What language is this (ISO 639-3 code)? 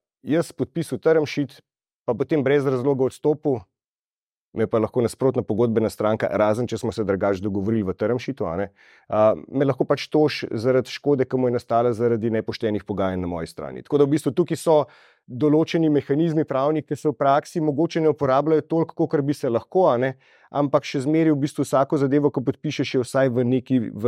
slv